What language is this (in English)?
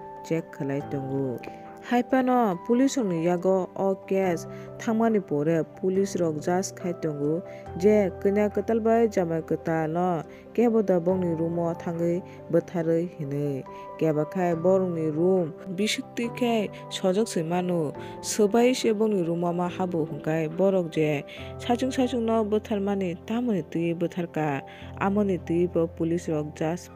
Kok Borok